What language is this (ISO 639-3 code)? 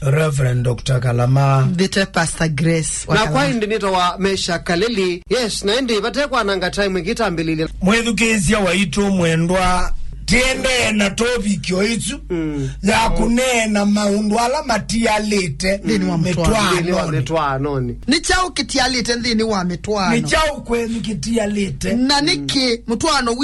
kam